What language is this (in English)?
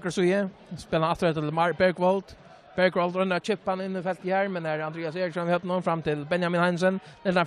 Faroese